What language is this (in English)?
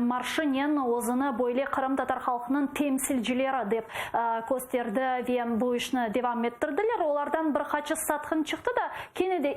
Crimean Tatar